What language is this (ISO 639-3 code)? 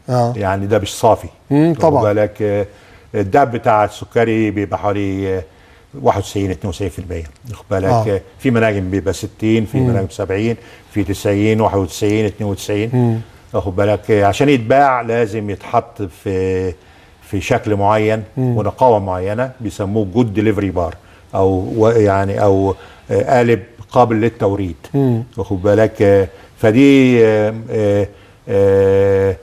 arz